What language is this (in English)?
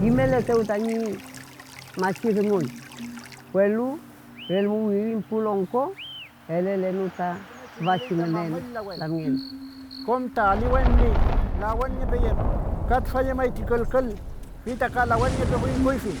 Mapuche